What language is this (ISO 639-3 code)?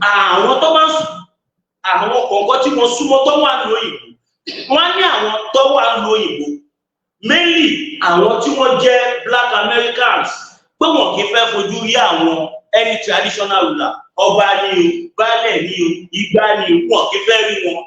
yor